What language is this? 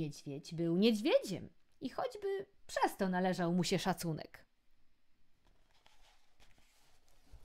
Polish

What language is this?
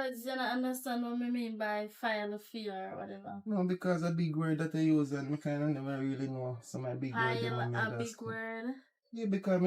Jamaican Creole English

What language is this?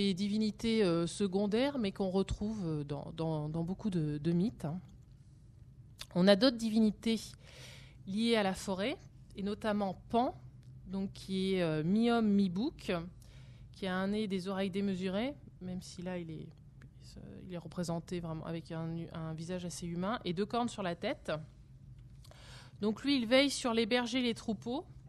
French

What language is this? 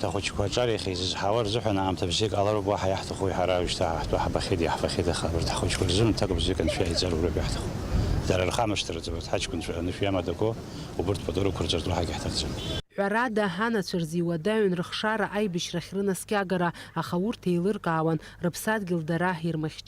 Abkhazian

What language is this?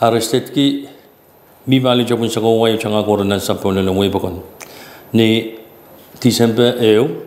Pohnpeian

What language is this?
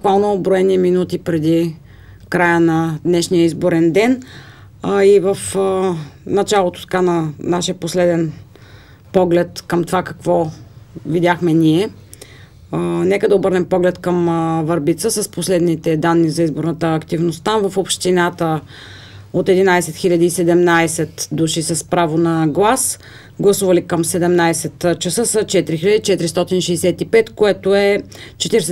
Bulgarian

